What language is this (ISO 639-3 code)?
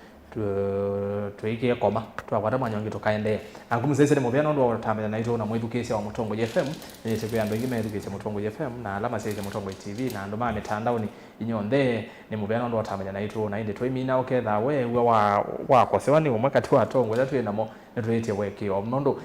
kam